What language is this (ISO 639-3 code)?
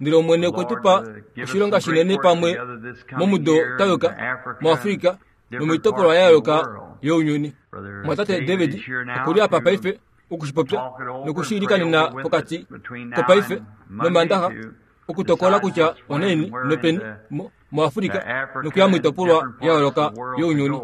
kua